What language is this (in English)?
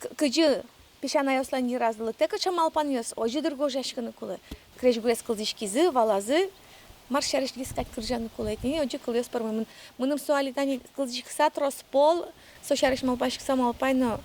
Udmurt